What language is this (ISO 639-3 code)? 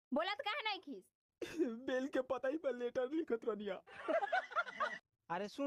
bho